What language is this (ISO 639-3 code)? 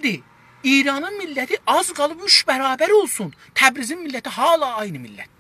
azb